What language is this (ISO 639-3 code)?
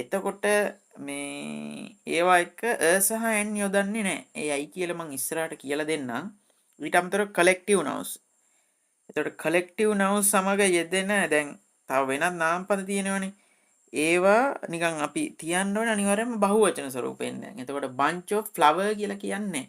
sin